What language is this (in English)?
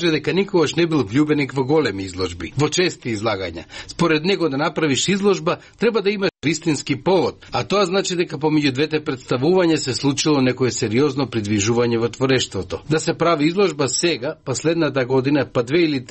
Macedonian